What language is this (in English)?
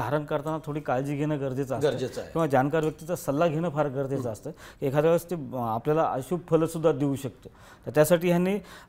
Marathi